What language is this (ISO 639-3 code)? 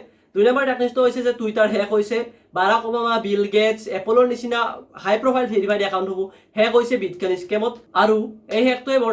asm